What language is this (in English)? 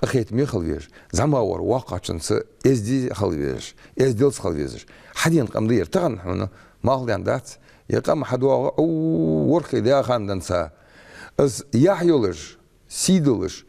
Ingush